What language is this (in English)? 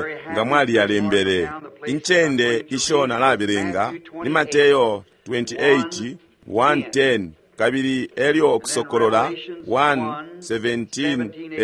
Bemba